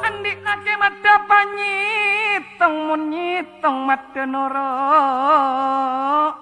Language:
Madurese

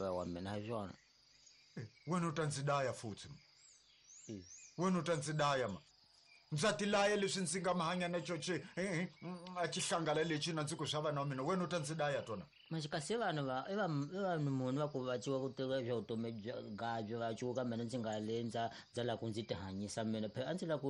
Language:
Tsonga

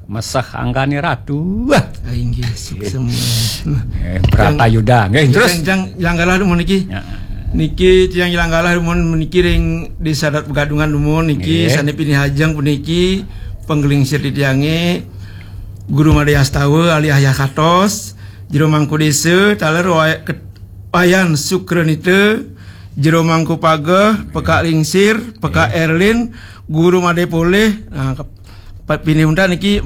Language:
Balinese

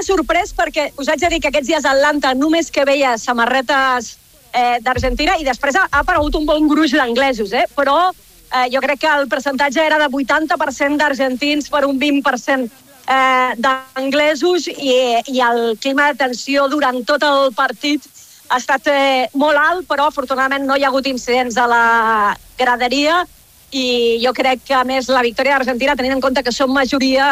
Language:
Catalan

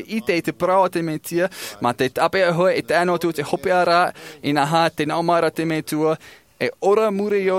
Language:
Tahitian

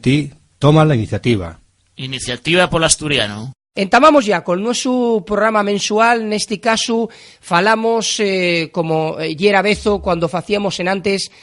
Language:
Asturian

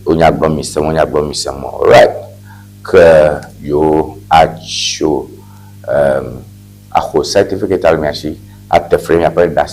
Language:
Ewe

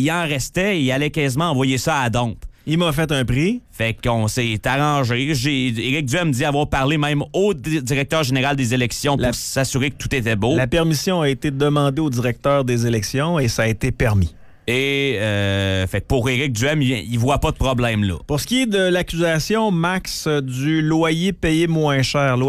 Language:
French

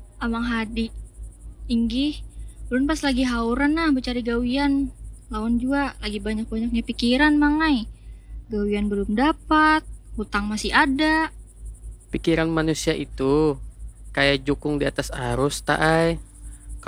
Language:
Banjar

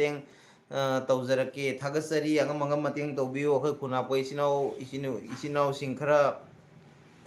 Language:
Manipuri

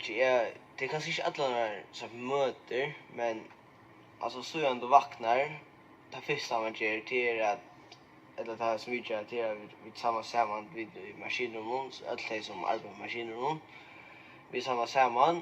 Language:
Faroese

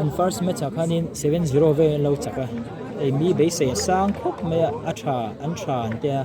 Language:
Mizo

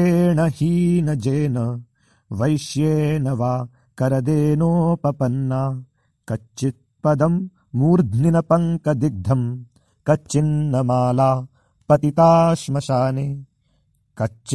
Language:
Sanskrit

